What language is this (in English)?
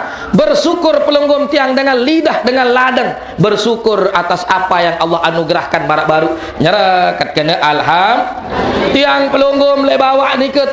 Sasak